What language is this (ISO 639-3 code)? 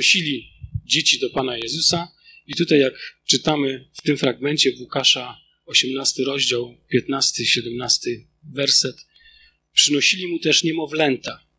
pol